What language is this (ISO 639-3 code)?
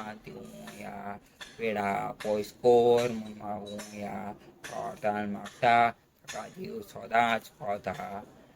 kok